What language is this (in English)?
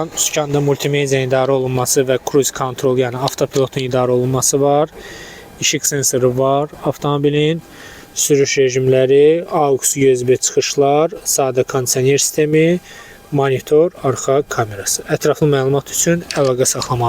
Azerbaijani